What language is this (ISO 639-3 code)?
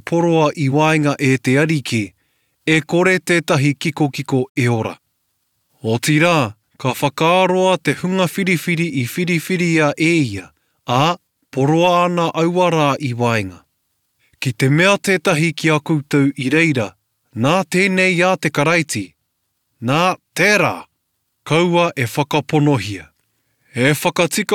mri